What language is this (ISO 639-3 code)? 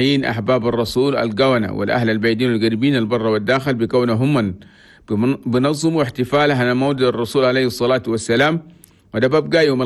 shu